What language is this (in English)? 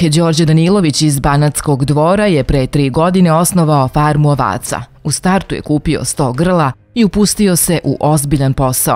Serbian